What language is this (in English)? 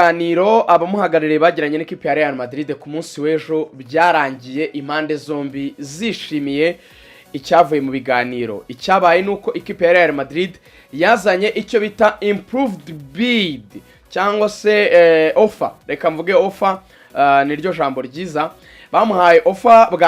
Kinyarwanda